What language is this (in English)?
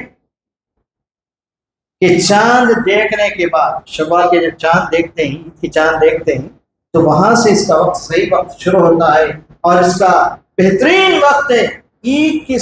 Urdu